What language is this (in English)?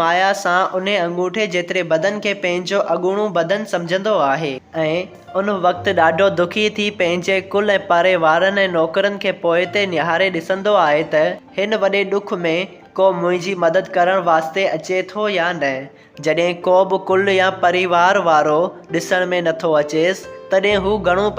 Sindhi